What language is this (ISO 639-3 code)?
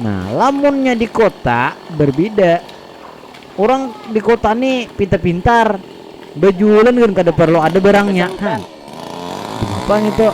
bjn